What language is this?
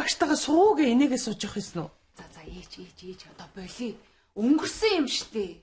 Mongolian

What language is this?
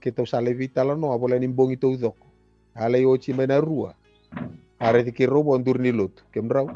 Fijian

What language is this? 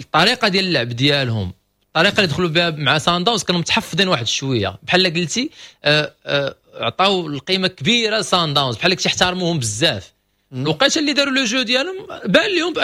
Moroccan Arabic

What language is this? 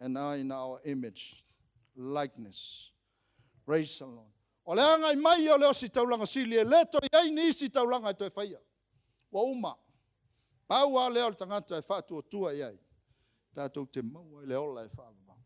Samoan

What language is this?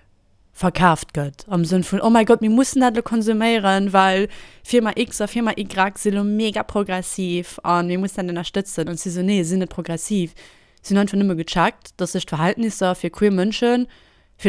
Luxembourgish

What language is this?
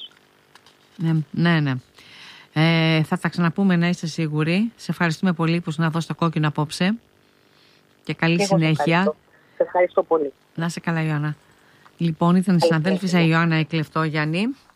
Greek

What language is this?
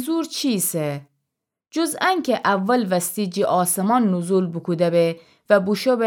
Gilaki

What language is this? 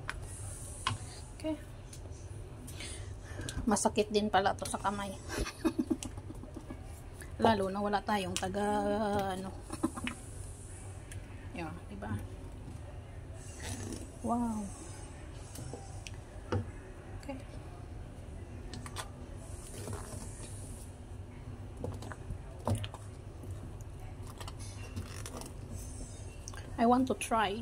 Filipino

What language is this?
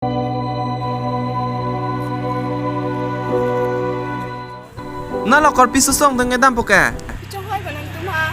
Karbi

